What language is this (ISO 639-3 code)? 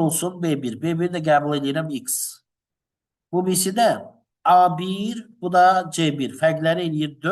aze